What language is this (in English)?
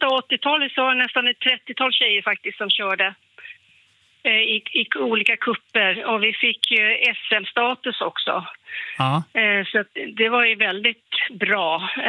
Swedish